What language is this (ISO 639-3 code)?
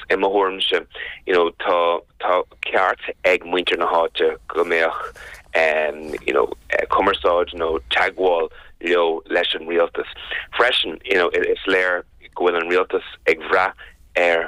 gle